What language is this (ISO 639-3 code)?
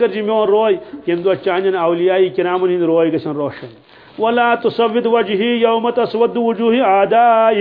kas